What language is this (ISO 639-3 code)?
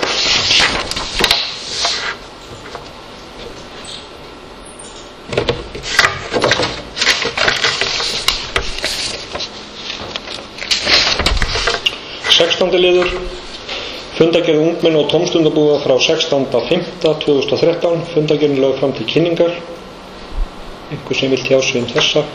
isl